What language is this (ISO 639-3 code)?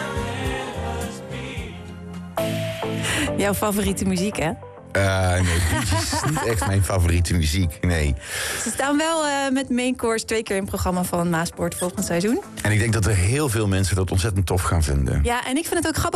nld